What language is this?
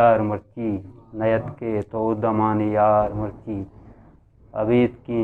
Eastern Balochi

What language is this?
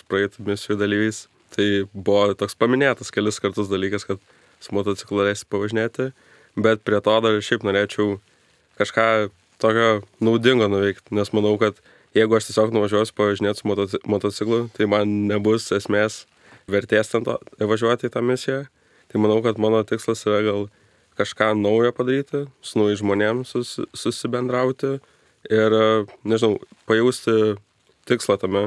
Lithuanian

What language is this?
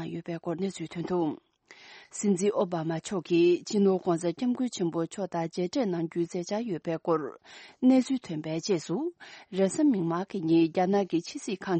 Tibetan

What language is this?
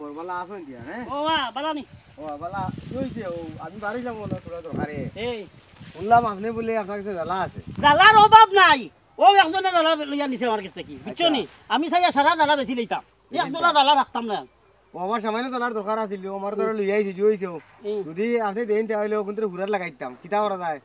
Sylheti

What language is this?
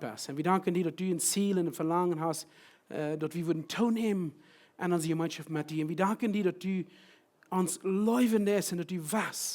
Plautdietsch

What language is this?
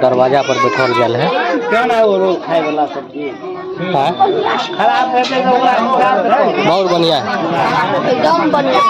Maithili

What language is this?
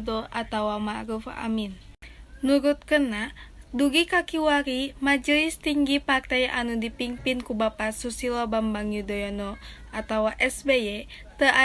Sundanese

